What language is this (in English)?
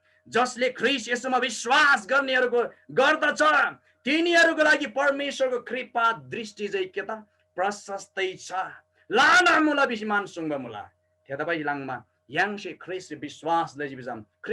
Eastern Tamang